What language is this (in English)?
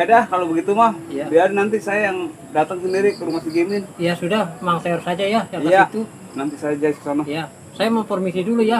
Betawi